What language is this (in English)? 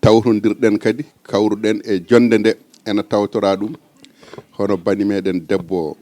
Fula